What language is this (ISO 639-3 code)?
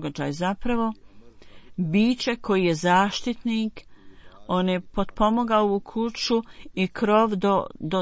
bos